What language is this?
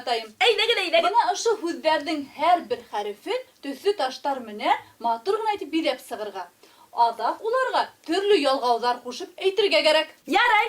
Bashkir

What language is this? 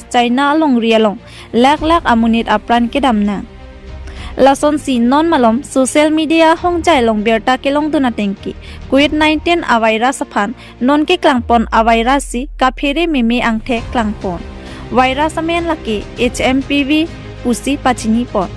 Karbi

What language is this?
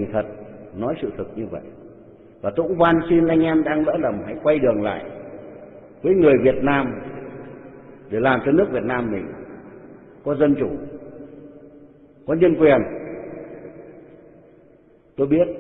Vietnamese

